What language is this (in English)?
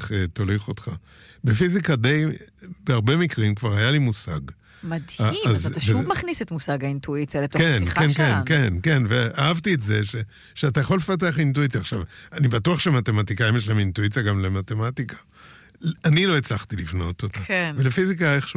Hebrew